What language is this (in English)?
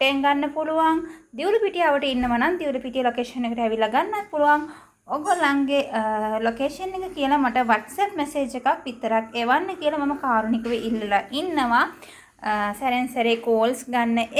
Sinhala